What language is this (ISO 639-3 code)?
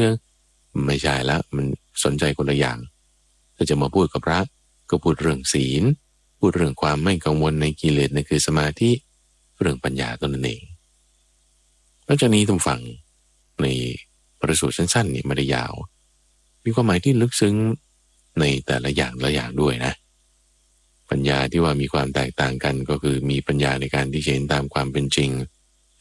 tha